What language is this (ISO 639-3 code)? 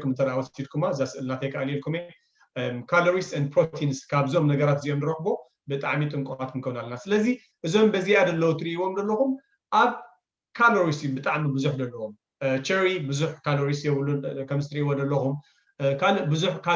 tir